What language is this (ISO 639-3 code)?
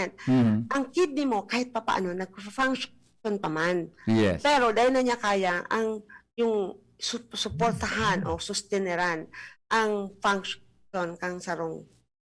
bik